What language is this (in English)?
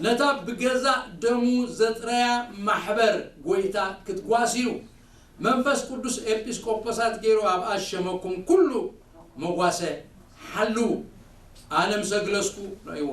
Tigrinya